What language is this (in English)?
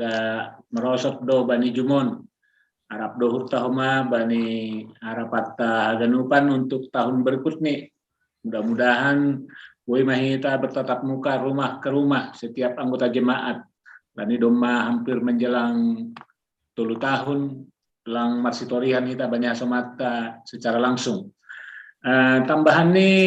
Batak Simalungun